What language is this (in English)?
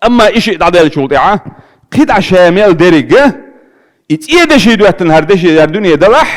Chechen